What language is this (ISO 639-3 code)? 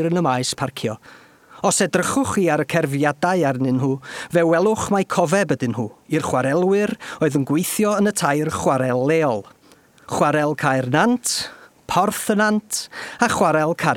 cym